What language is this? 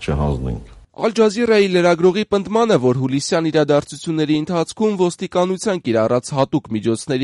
Armenian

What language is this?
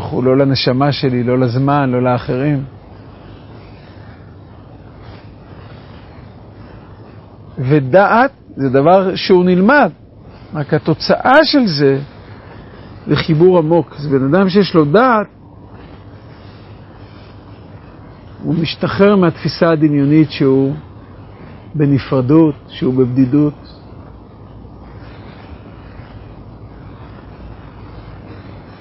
Hebrew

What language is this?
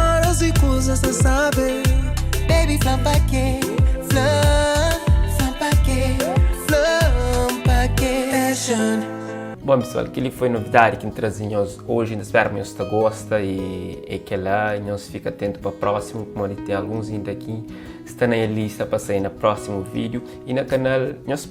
Kabuverdianu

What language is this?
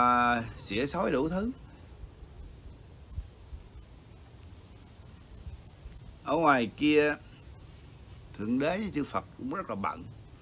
Vietnamese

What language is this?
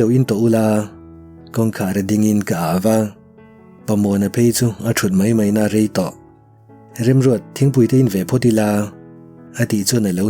Mizo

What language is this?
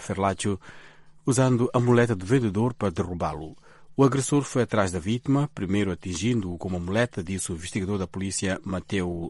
Portuguese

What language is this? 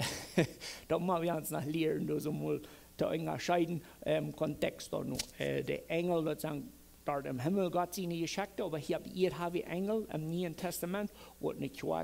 Plautdietsch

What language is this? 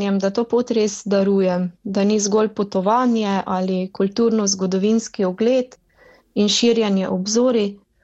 Slovenian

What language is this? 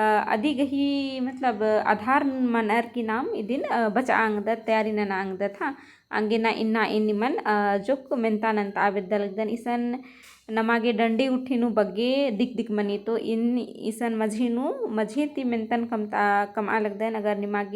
Kurukh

